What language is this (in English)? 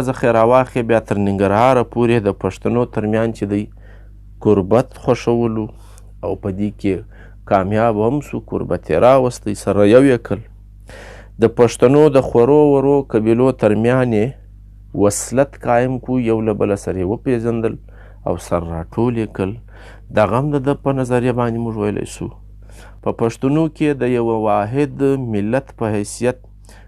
Pashto